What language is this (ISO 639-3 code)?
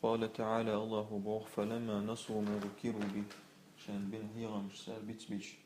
che